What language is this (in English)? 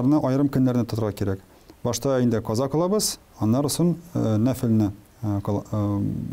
Tatar